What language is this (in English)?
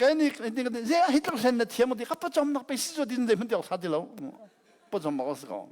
Hakha Chin